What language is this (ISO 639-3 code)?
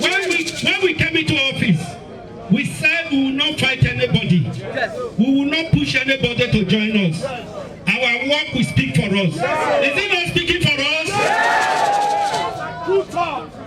pcm